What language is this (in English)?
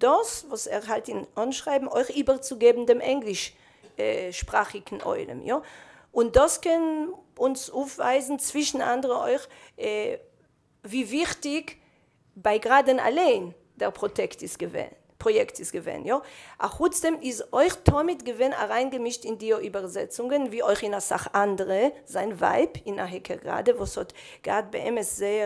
Yiddish